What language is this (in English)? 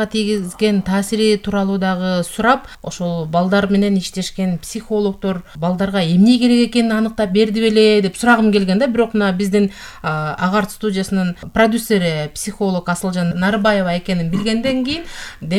Kyrgyz